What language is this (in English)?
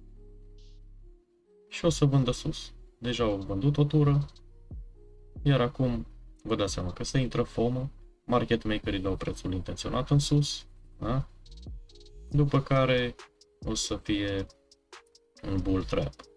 Romanian